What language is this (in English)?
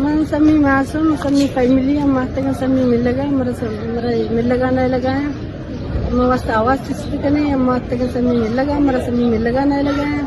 Eastern Balochi